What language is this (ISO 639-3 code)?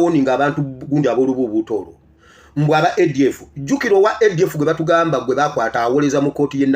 lug